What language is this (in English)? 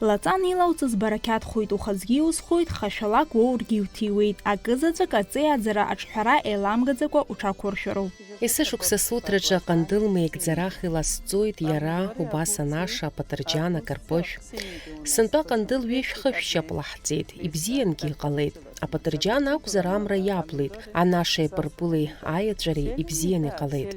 Abkhazian